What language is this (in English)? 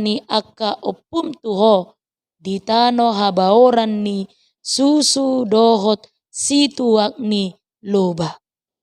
Batak Toba